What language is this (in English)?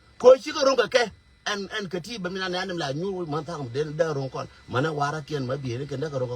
Nuer